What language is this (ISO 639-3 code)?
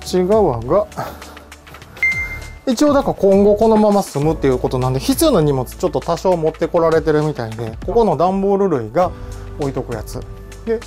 jpn